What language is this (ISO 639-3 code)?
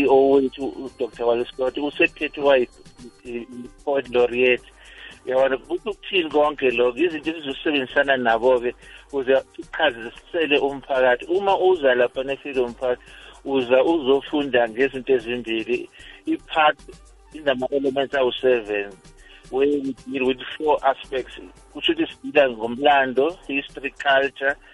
nbl